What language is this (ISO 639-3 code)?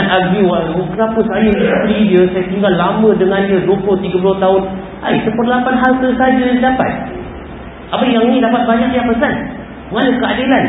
msa